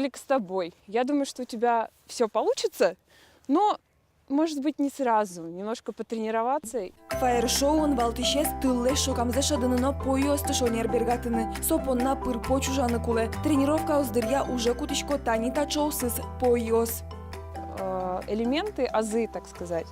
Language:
Udmurt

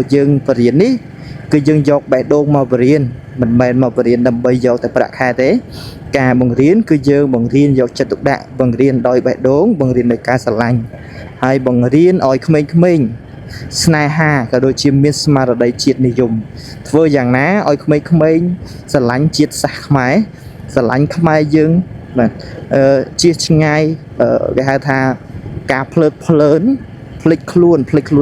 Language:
Khmer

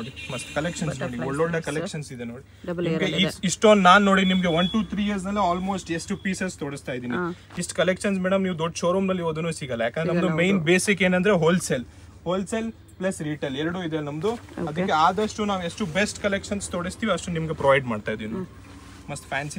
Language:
Kannada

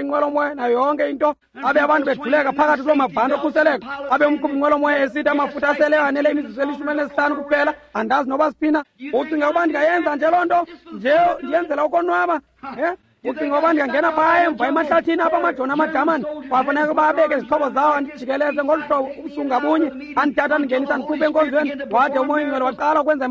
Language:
Xhosa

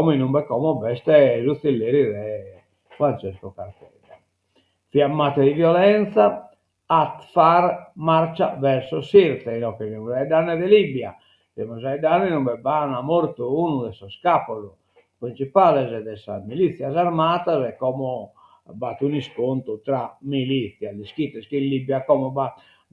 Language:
Sardinian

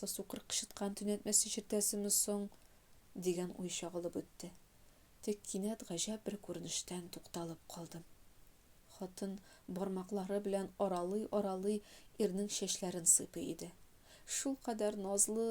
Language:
Tatar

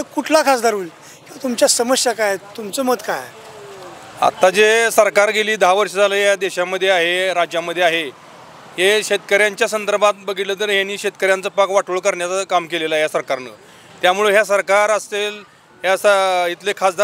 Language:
Marathi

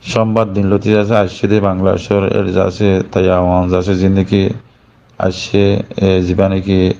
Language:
Rohingya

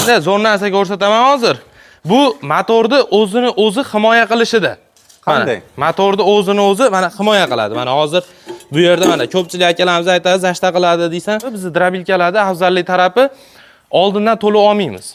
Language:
Uzbek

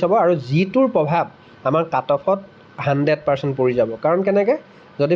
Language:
Assamese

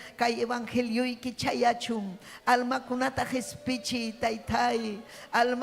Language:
Ayacucho Quechua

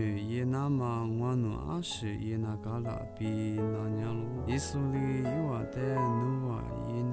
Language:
Lisu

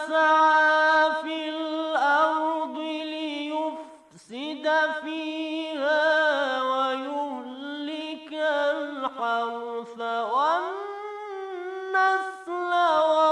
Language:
Bangla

